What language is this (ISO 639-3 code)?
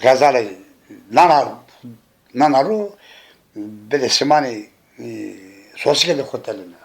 zza